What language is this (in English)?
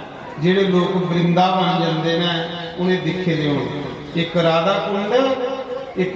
Dogri